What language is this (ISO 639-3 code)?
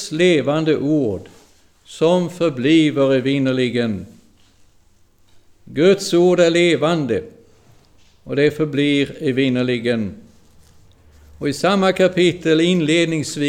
swe